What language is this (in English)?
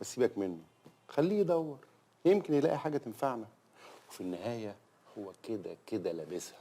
Egyptian Arabic